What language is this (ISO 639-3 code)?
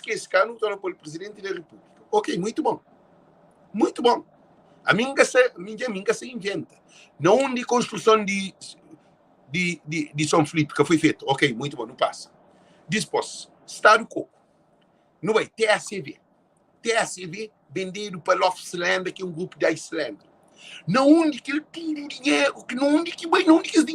kea